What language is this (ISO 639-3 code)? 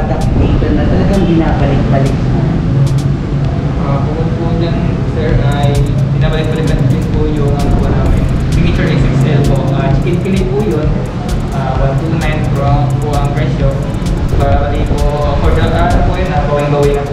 fil